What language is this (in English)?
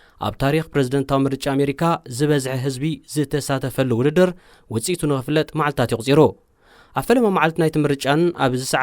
Tigrinya